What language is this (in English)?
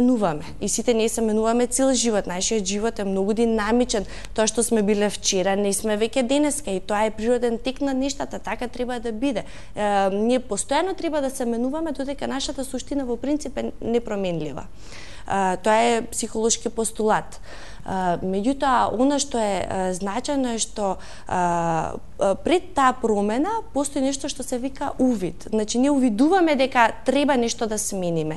Macedonian